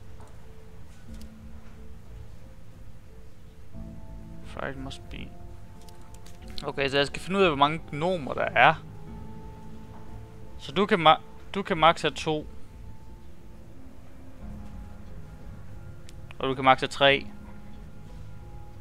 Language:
Danish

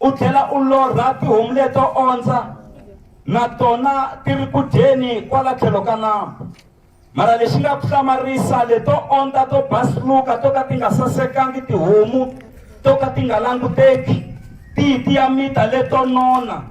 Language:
Tsonga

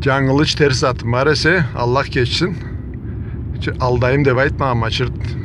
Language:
Karachay-Balkar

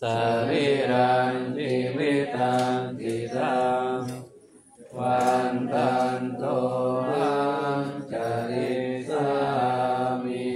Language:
Pali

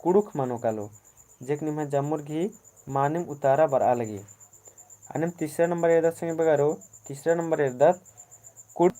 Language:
Kurukh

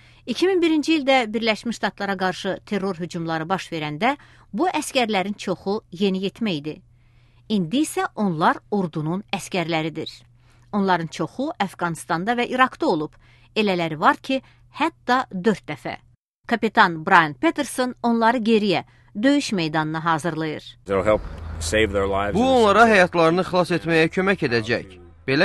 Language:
Azerbaijani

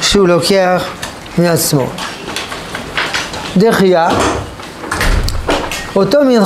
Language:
Hebrew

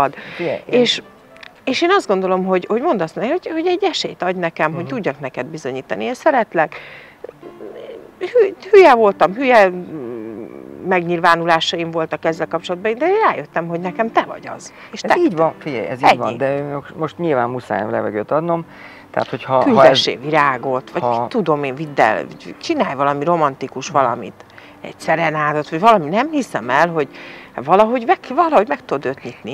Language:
Hungarian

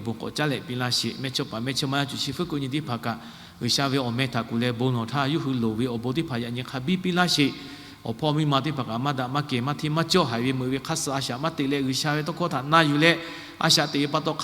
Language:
Lahu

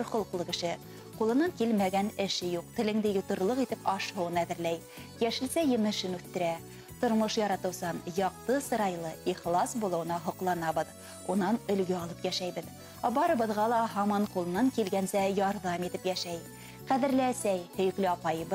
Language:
Bashkir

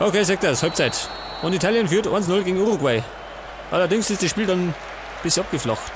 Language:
Bavarian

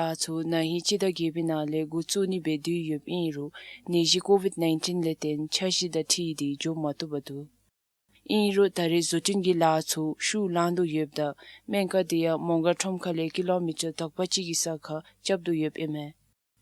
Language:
Dzongkha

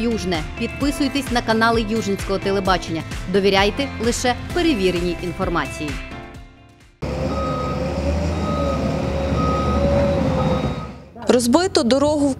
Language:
Ukrainian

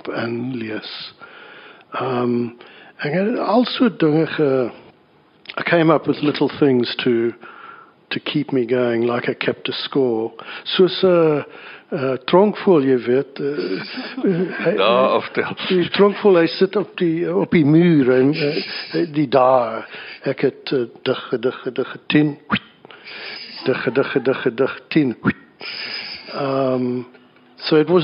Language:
Afrikaans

